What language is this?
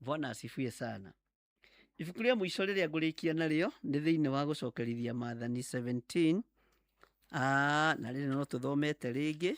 Kikuyu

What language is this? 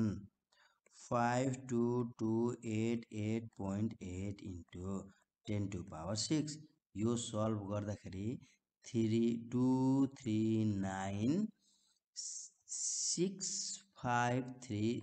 Nepali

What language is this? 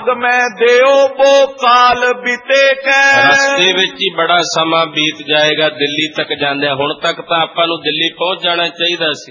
Punjabi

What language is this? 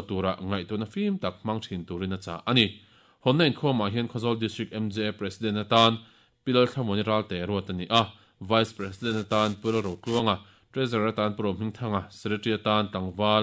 Mizo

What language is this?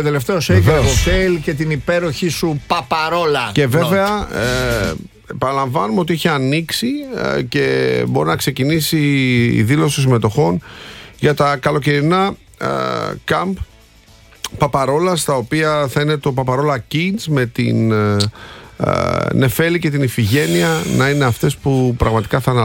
Greek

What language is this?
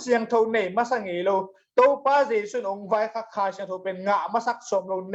Tedim Chin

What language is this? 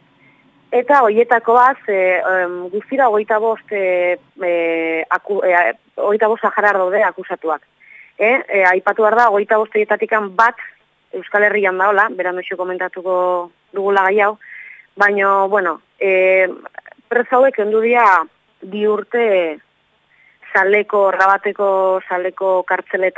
Basque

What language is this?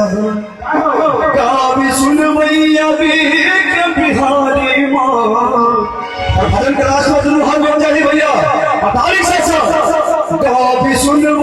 Maithili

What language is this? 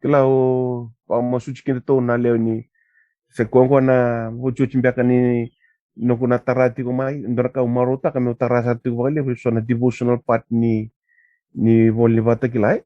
Fijian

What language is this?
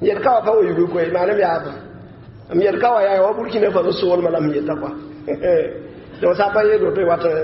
Mossi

